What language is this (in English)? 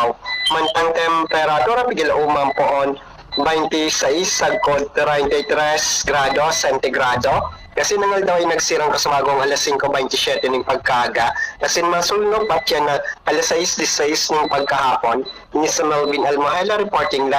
Bikol